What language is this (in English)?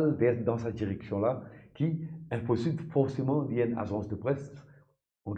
Morisyen